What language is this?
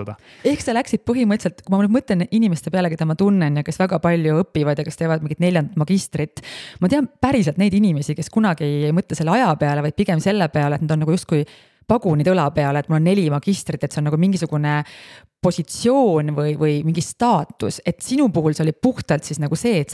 Estonian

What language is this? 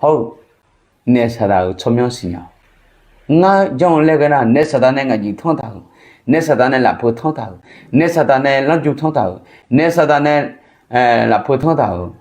Akha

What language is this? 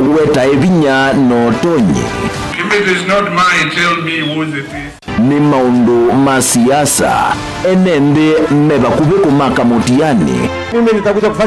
Kamba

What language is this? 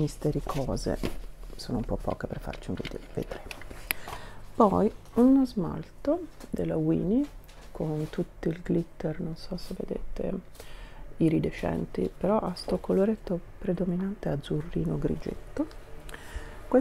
Italian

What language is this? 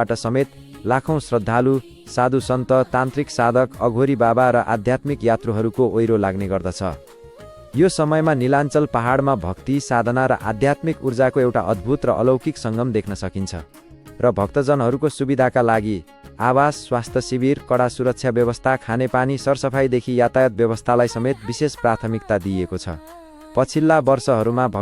Nepali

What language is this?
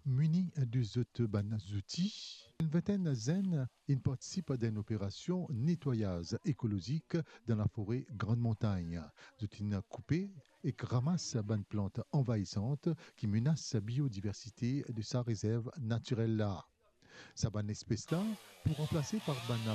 Morisyen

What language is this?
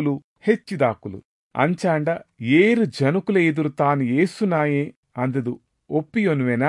Tulu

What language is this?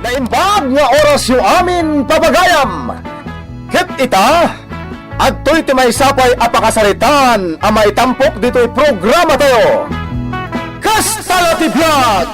Iloko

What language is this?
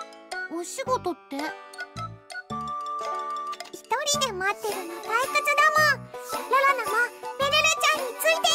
Japanese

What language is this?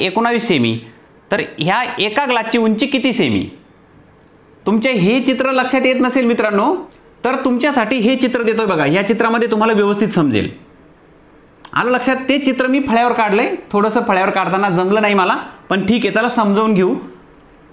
Marathi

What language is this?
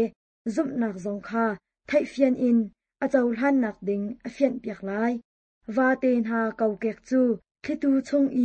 Hakha Chin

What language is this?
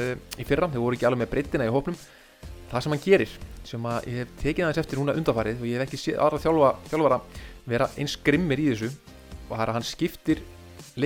Icelandic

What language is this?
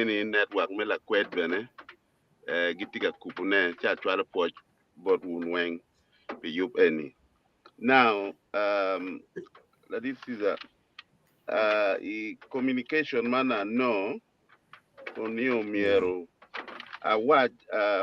Acoli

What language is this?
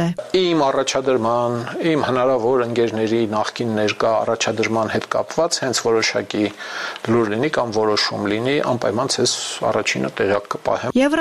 Armenian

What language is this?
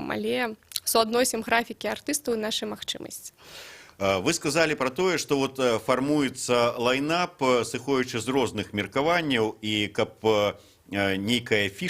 Belarusian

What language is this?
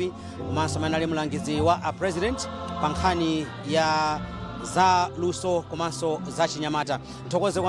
Nyanja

